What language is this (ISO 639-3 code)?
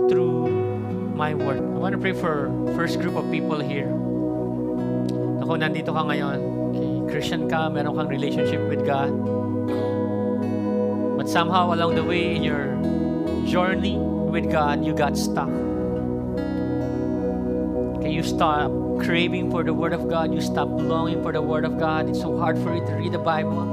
fil